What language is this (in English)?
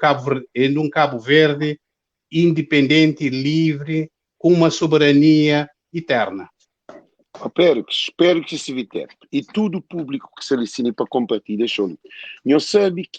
Kabuverdianu